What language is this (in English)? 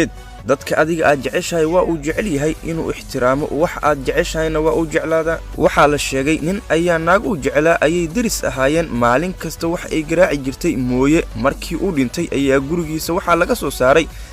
Somali